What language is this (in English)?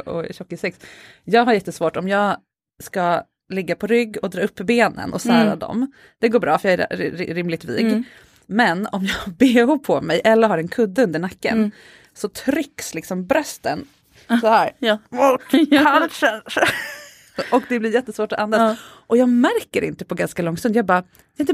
Swedish